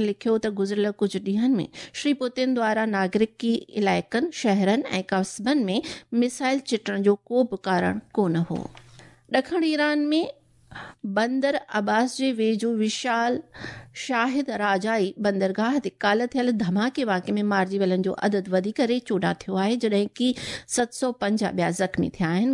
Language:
Sindhi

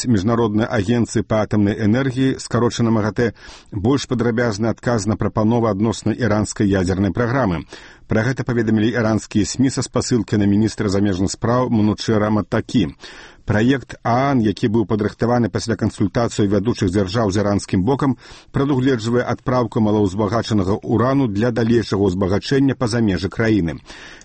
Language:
Belarusian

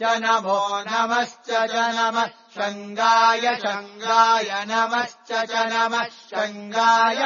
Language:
Sanskrit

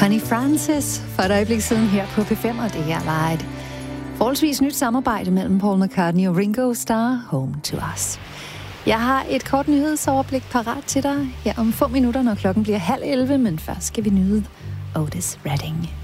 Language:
Danish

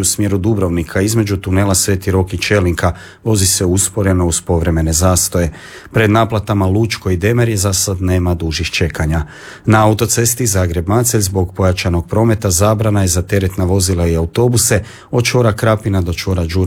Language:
Croatian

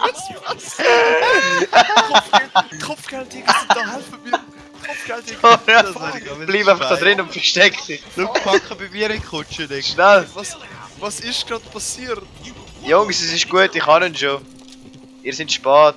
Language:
Swiss German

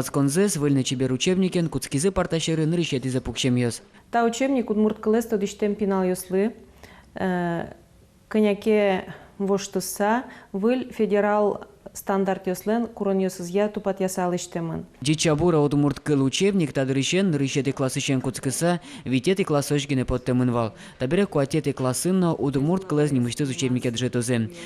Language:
Udmurt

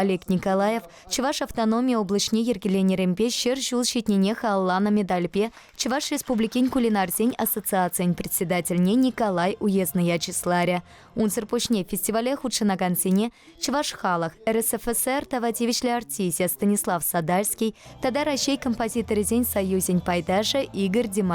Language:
Chuvash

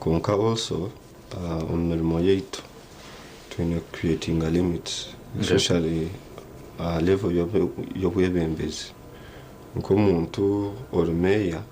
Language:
Nyankole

